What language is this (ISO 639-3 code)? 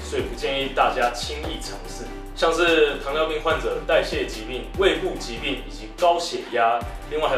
zho